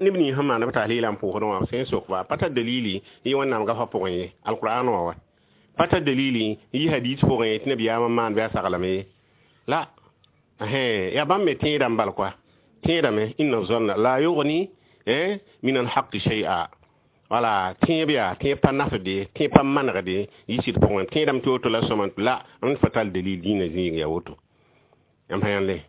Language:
Mossi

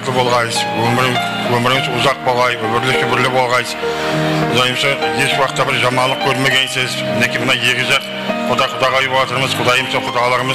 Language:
Kara-Kalpak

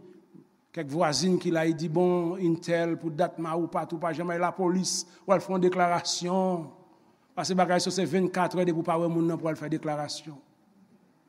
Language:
Haitian Creole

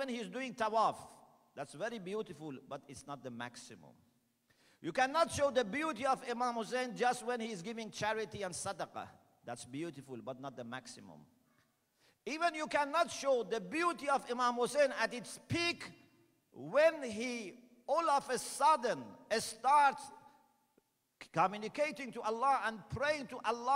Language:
English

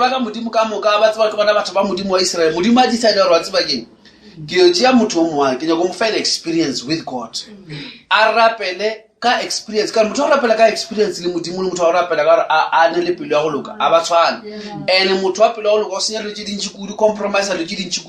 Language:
Northern Sotho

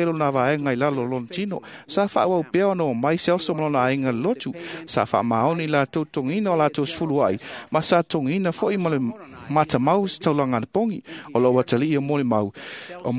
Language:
Samoan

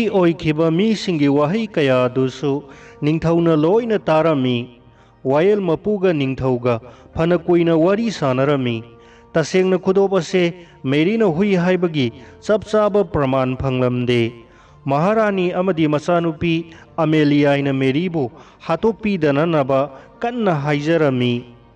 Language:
Manipuri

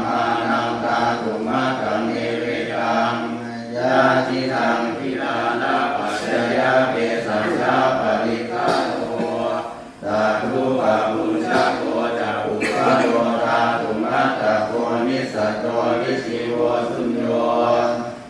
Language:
Pali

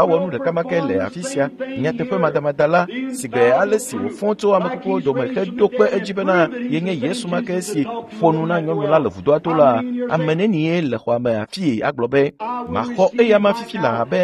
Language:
Ewe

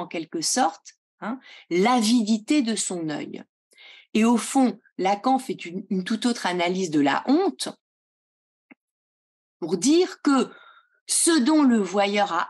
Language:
French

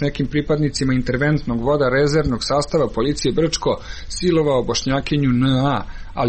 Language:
Serbian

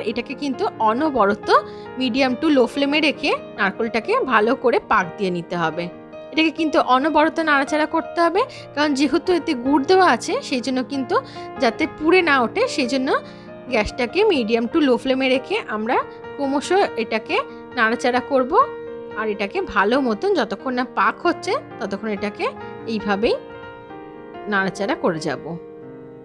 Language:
Bangla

